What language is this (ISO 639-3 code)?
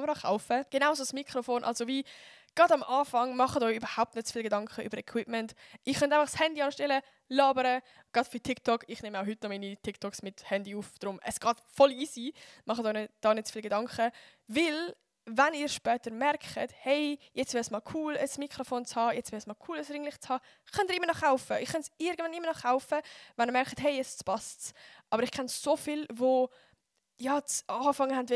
gsw